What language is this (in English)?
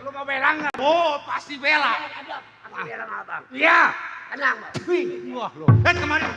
Betawi